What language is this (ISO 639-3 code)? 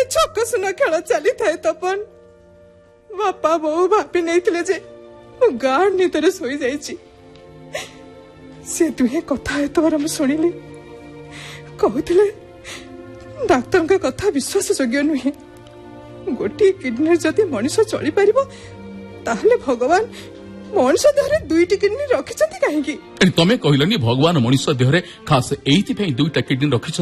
ori